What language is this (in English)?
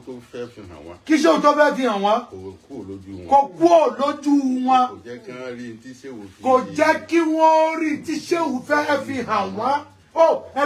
Yoruba